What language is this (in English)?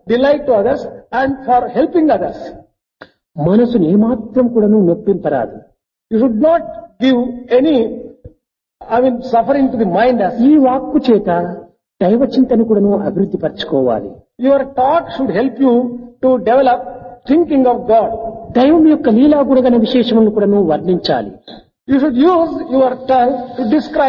Telugu